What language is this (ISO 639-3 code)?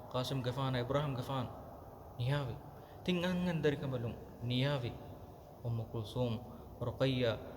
div